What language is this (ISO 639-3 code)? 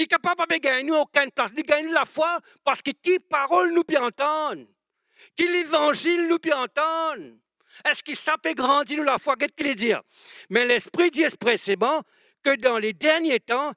mfe